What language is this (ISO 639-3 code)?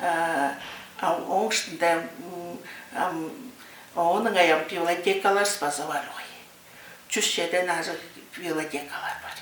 tyv